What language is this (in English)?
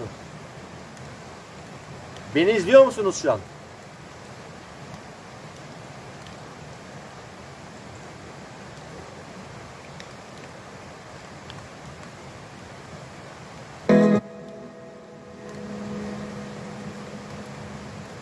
Turkish